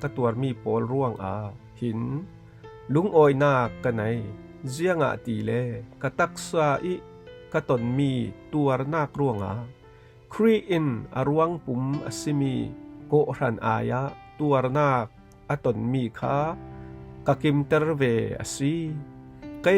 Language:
Falam Chin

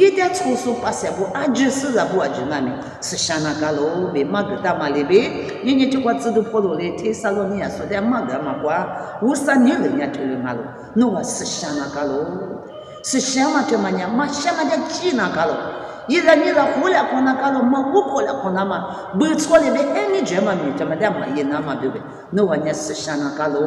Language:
Lisu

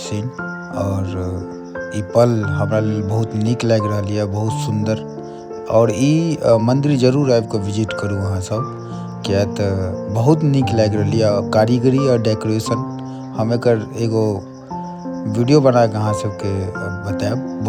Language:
Maithili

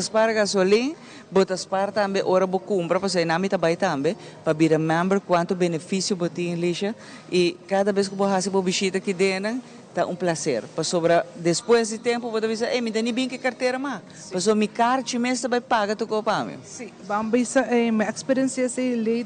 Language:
Papiamento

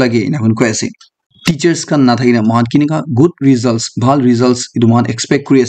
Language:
Naga Pidgin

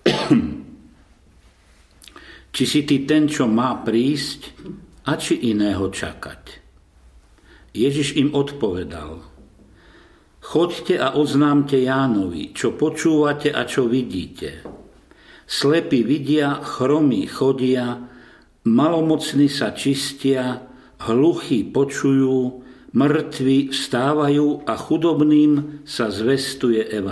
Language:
Slovak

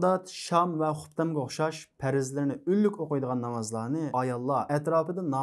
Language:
Uzbek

